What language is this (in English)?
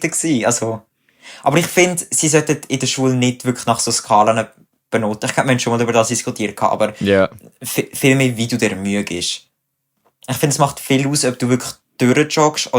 Swiss German